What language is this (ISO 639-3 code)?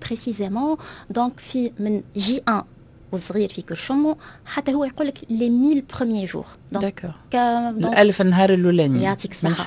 aeb